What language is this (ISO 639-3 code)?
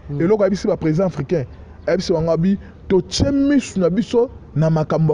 lin